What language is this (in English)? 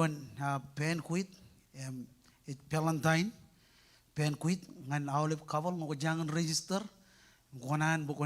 Marshallese